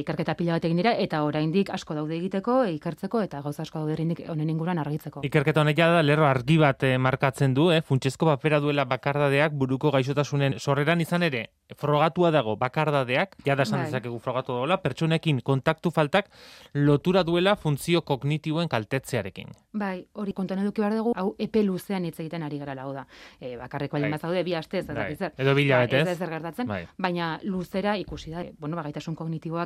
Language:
Basque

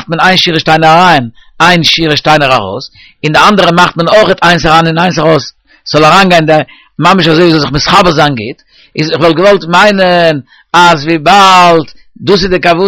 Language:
Yiddish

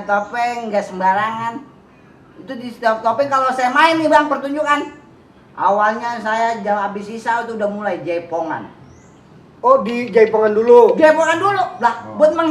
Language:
Betawi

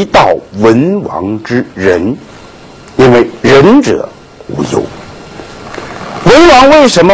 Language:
Chinese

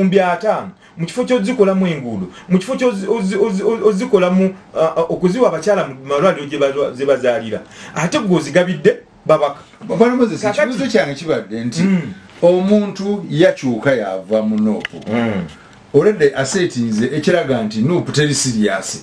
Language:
Ganda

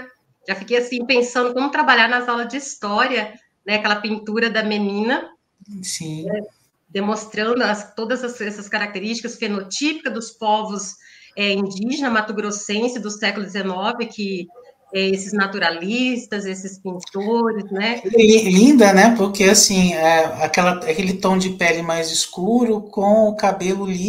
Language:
Portuguese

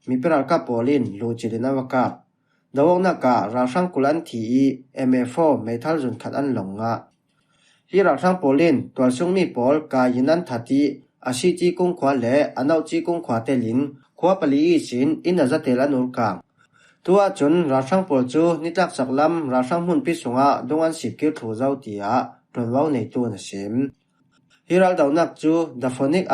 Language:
Falam Chin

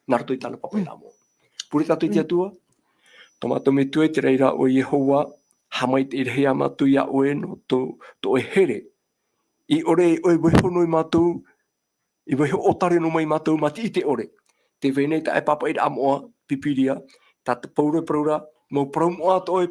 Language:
Tahitian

